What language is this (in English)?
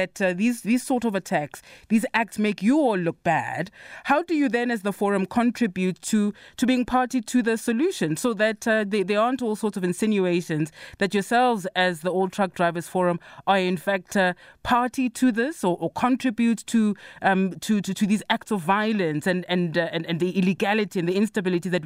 English